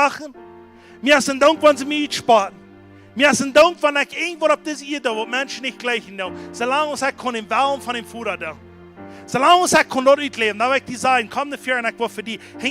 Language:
Plautdietsch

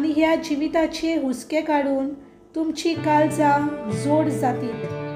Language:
Konkani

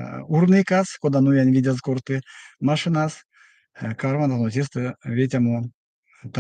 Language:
Erzya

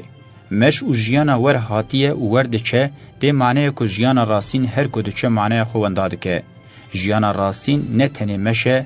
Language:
Kurdish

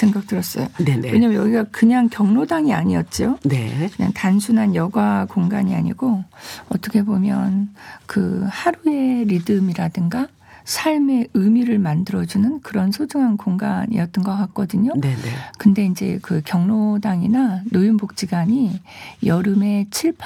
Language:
Korean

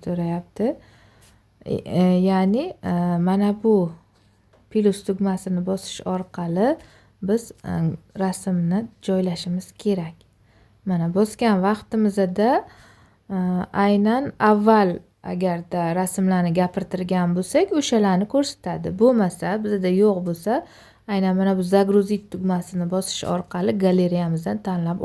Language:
Uzbek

